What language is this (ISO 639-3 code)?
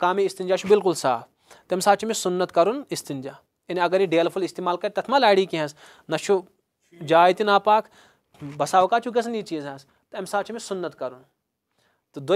kas